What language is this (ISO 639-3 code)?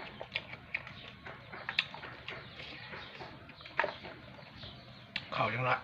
lao